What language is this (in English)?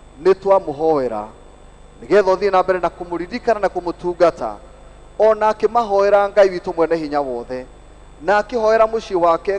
Kikuyu